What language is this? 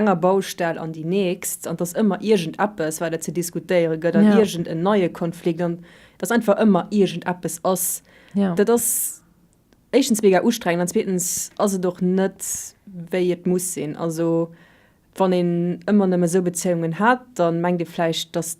Luxembourgish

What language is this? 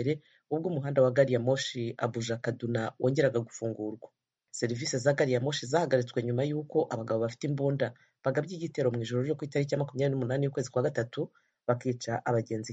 Kinyarwanda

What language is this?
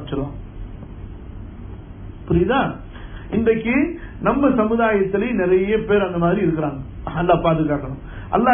Tamil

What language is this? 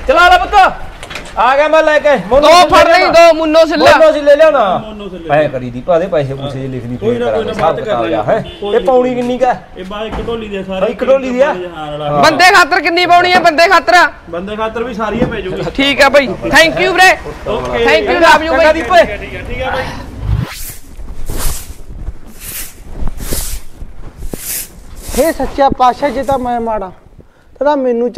Punjabi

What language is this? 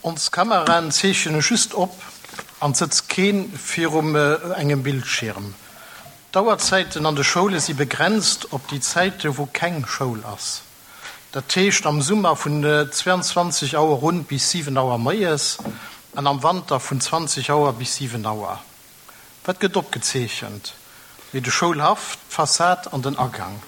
Luxembourgish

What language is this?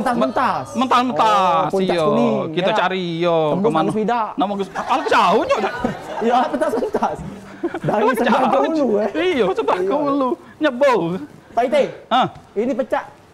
Musi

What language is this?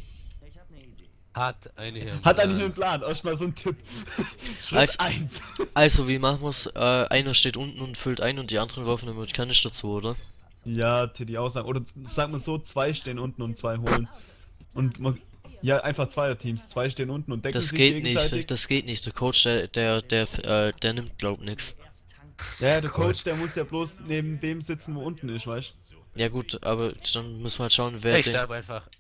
German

